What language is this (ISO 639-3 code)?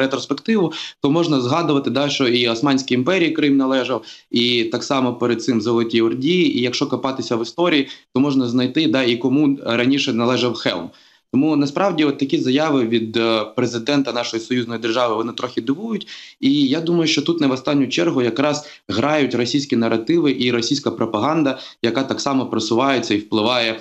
ukr